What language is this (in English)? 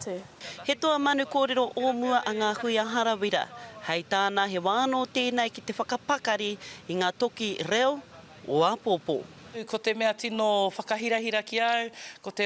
Māori